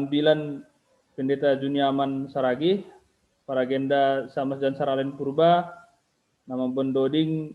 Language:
Batak Simalungun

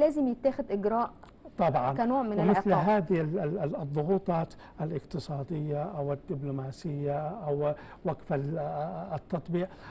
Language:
Egyptian Arabic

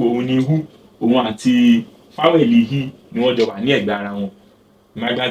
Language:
Yoruba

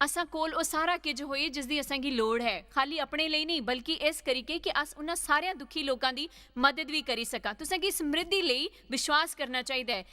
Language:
Dogri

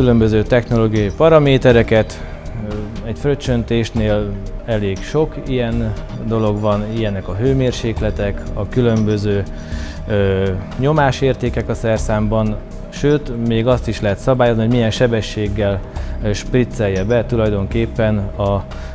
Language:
Hungarian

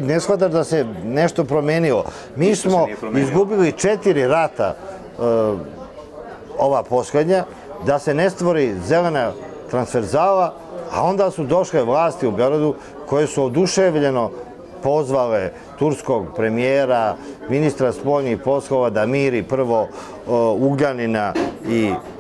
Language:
Serbian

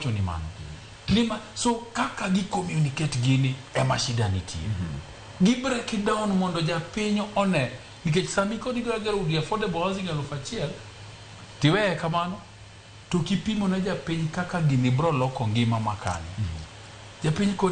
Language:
Luo (Kenya and Tanzania)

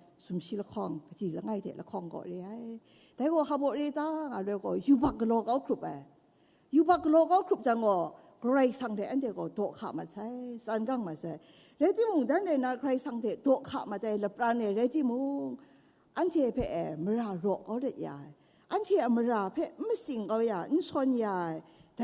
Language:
Kachin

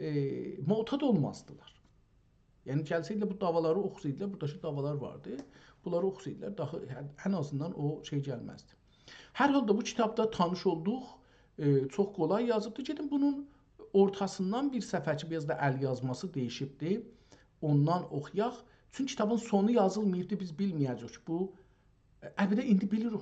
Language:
South Azerbaijani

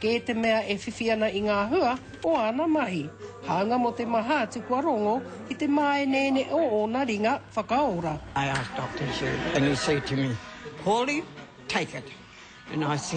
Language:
Māori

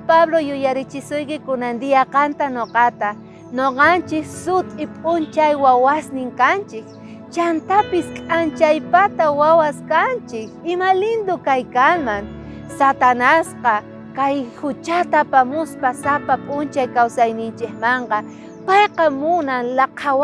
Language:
South Bolivian Quechua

